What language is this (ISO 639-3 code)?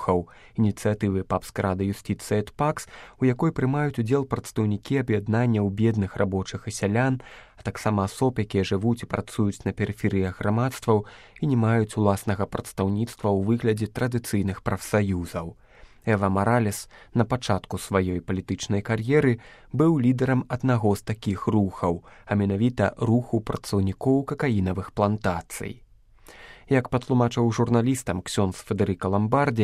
bel